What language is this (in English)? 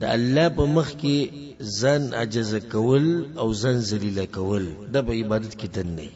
Pashto